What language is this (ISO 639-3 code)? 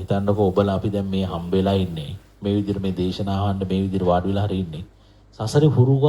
sin